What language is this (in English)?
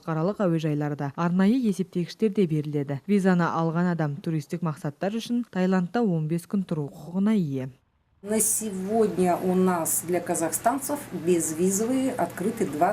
Kazakh